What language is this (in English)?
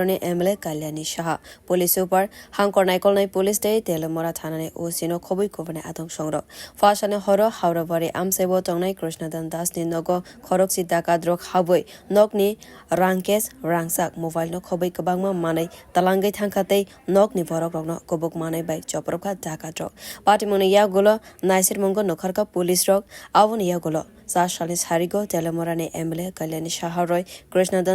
Kok Borok